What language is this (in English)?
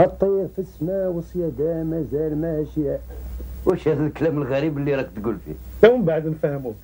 Algerian Arabic